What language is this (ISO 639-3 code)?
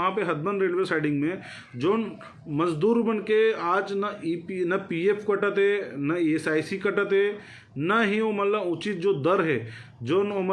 hne